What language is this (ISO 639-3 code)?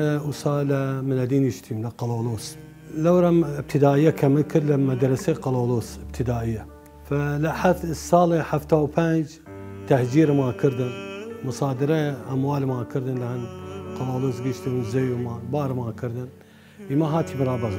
sdh